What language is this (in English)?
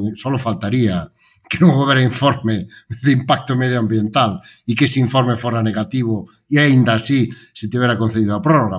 Galician